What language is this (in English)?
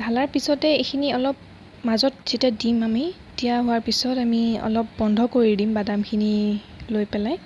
Assamese